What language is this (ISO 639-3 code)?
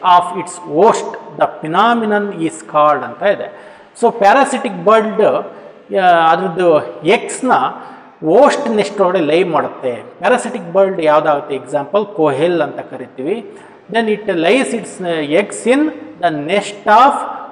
kan